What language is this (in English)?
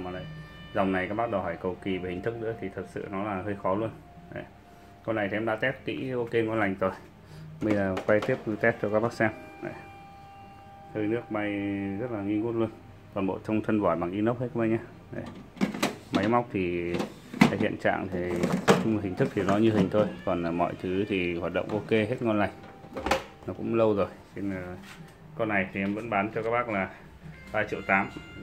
Vietnamese